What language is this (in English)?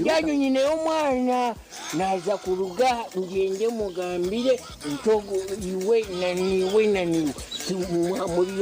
Nyankole